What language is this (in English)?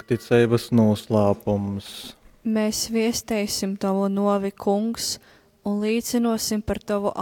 Latgalian